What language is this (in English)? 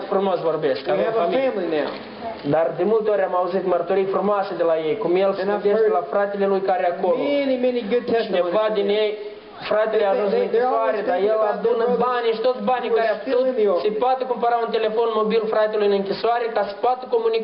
Romanian